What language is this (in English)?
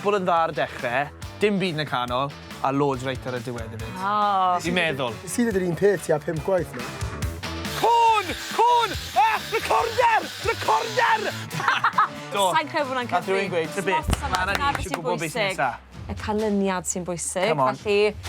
Welsh